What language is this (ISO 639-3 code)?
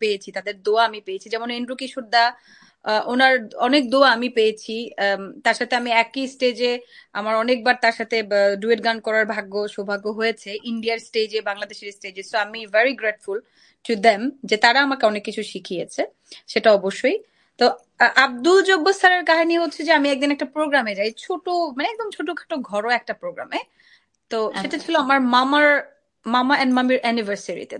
ben